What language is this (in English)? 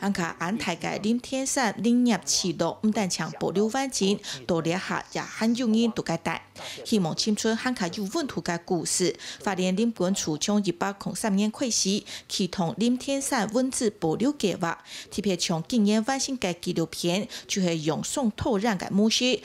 Hakka Chinese